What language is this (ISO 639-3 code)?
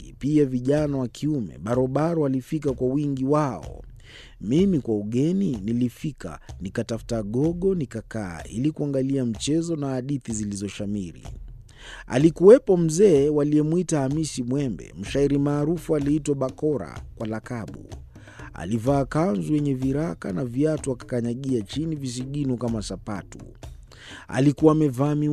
swa